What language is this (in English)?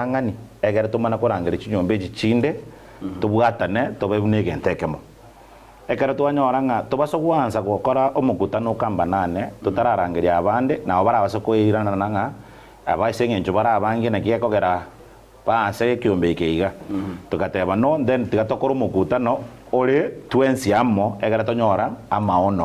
Gusii